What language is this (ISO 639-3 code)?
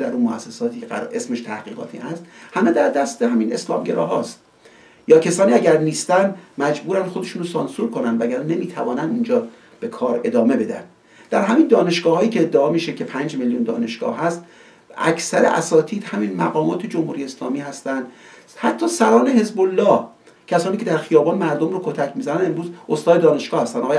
fas